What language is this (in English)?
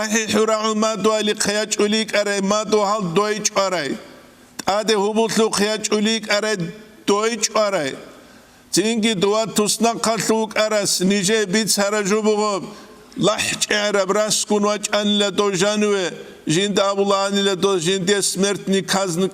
Avaric